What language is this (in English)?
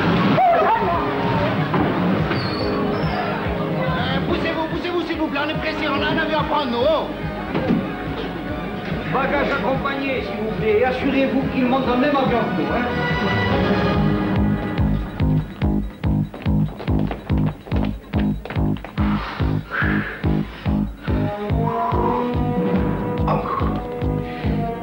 French